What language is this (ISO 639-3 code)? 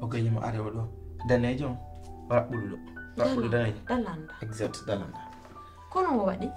fuf